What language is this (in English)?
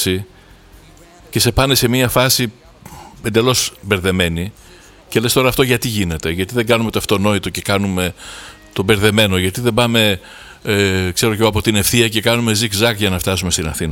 Greek